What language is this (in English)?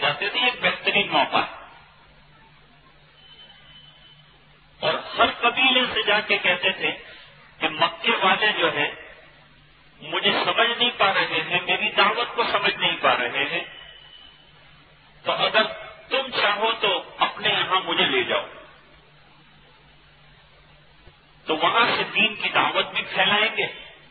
Urdu